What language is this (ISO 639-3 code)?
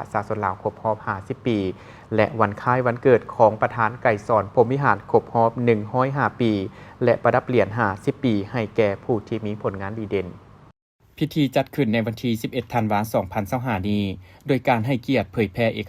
lao